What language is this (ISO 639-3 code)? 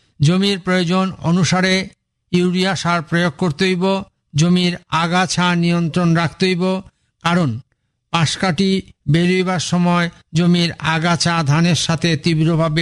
ben